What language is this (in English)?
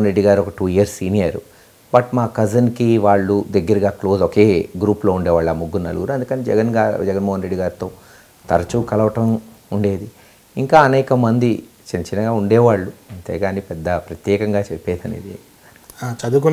Telugu